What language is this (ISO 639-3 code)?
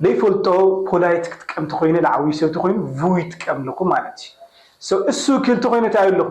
tir